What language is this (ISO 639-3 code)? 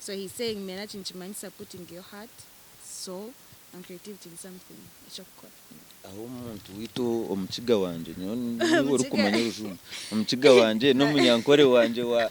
nyn